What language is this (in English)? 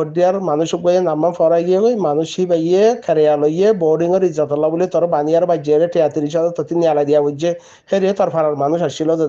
Rohingya